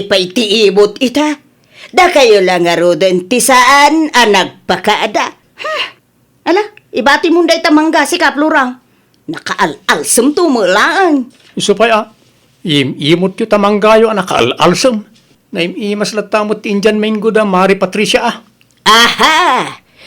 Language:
Iloko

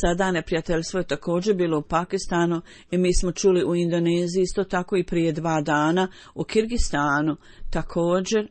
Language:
Bosnian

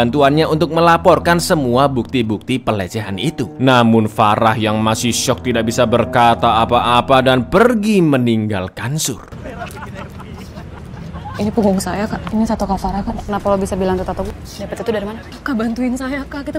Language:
Indonesian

